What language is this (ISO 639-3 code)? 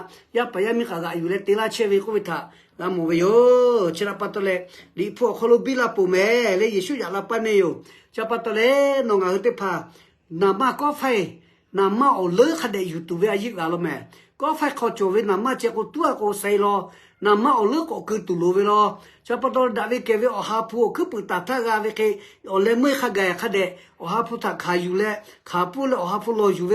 lhu